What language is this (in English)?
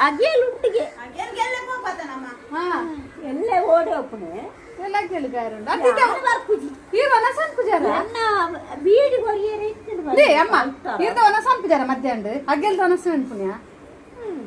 Tulu